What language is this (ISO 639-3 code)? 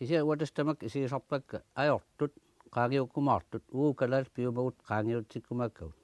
kal